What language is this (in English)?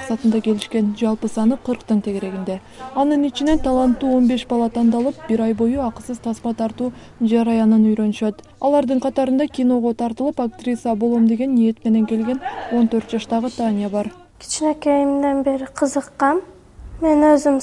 Kyrgyz